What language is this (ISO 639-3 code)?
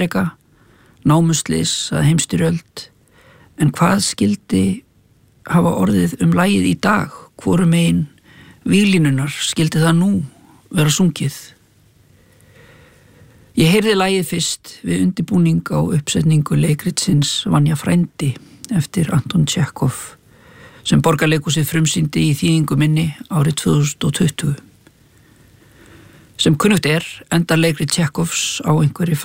isl